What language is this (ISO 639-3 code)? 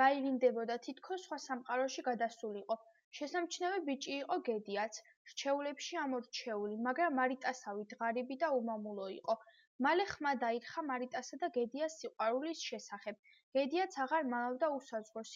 kat